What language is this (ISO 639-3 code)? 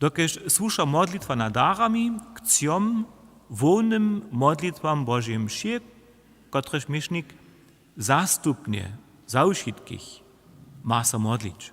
hsb